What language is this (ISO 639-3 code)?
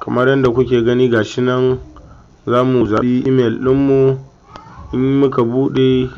hau